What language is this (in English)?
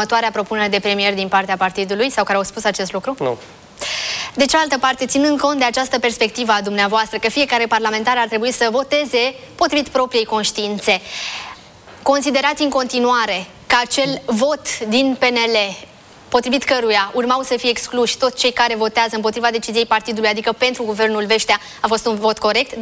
Romanian